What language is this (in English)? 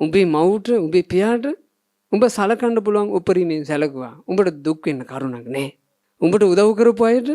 Sinhala